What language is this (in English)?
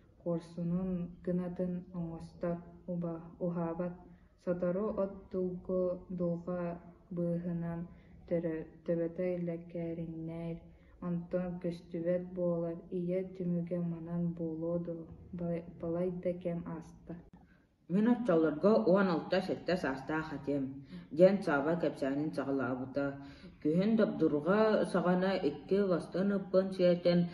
Yakut